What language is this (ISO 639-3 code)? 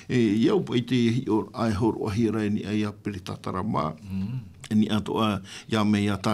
tah